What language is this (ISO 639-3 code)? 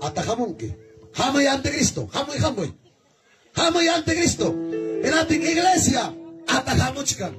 quy